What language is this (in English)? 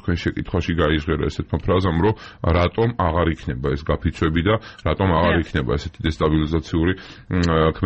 Georgian